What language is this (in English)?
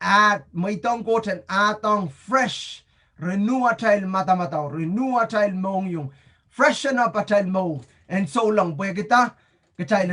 Pohnpeian